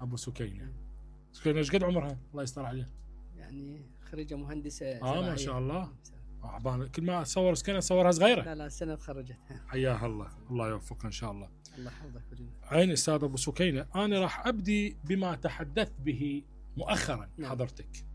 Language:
Mesopotamian Arabic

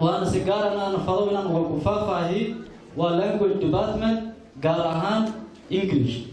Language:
Somali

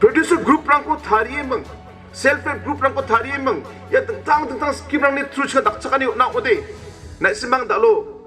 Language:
Garo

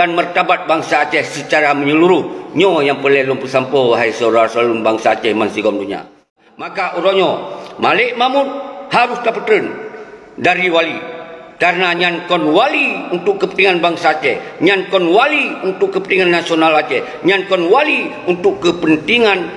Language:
Achinese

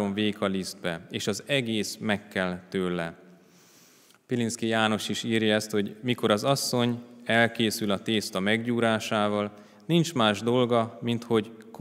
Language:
Hungarian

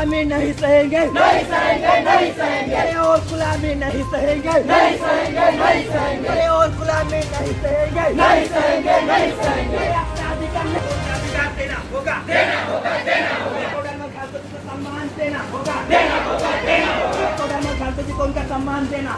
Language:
Sadri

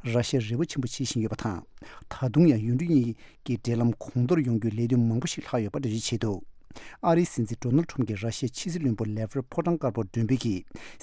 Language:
Tibetan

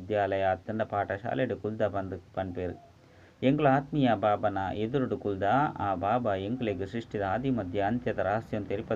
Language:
Tulu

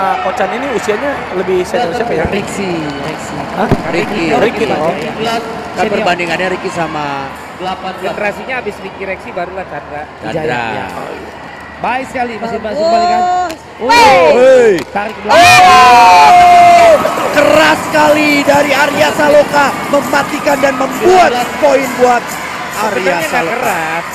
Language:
Indonesian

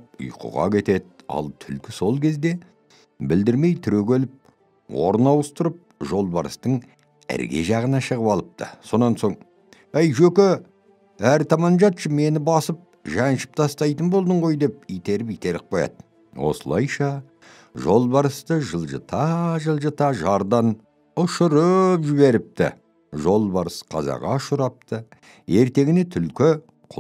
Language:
Kazakh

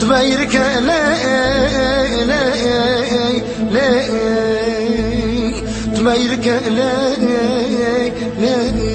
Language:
Zaza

